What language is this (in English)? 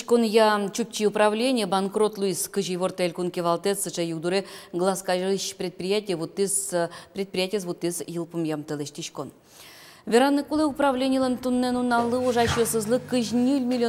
Udmurt